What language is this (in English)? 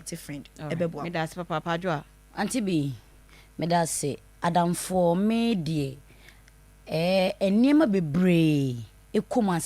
Akan